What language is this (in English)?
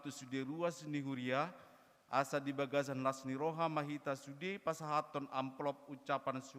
Batak Toba